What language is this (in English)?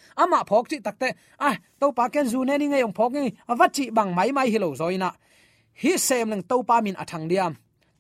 Tedim Chin